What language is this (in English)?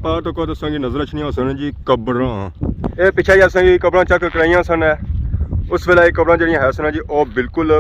Pahari-Potwari